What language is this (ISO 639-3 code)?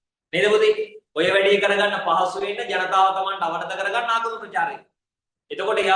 sin